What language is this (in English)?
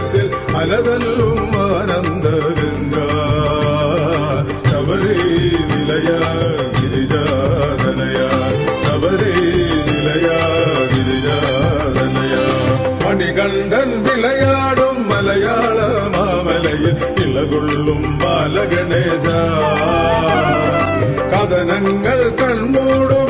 Malayalam